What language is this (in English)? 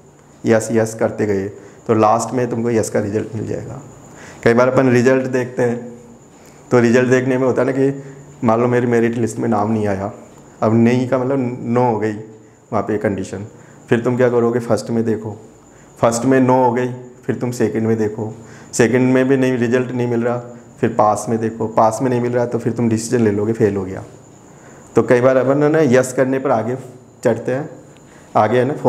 Hindi